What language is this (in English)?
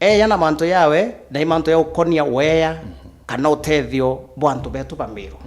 Meru